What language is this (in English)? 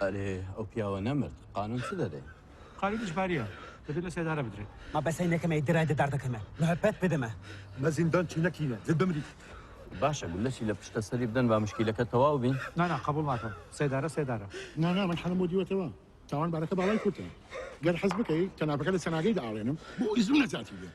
Kurdish